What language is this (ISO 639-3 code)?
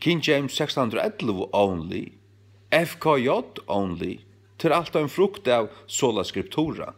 fao